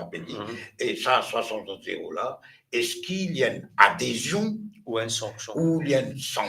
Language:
Morisyen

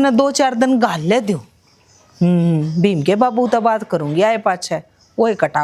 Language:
Haryanvi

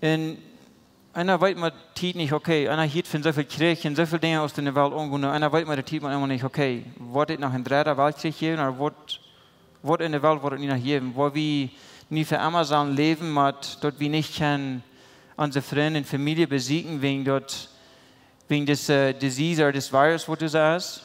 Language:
Plautdietsch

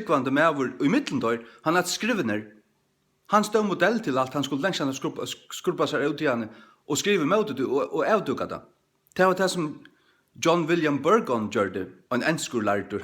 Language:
Faroese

